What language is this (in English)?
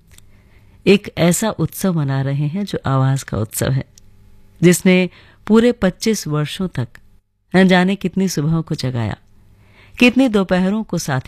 Hindi